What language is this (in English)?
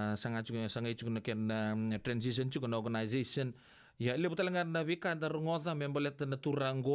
Fijian